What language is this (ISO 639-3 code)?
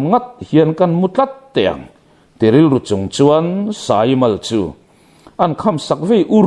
lus